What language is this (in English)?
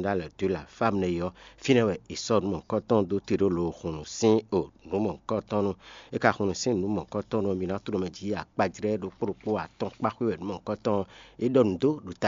Fon